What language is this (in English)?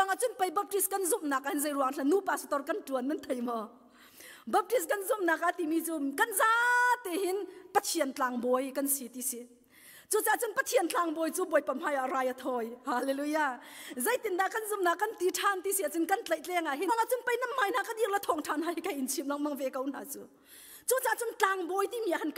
Hakha Chin